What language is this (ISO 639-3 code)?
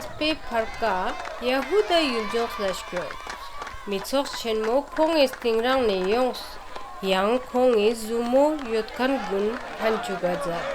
lbj